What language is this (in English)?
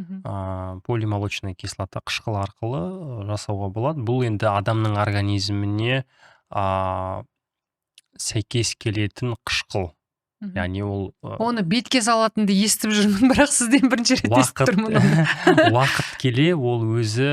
Kazakh